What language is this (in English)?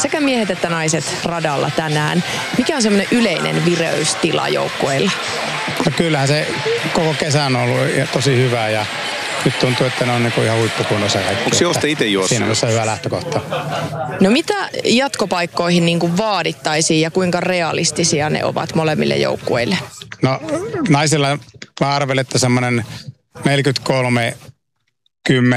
Finnish